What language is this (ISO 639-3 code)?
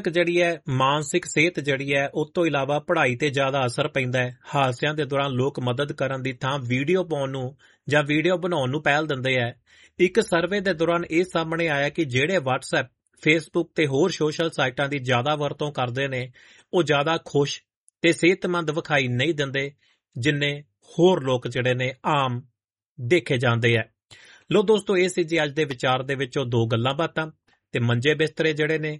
pan